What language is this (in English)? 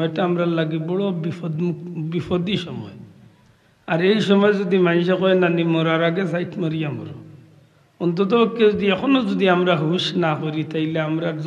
Sylheti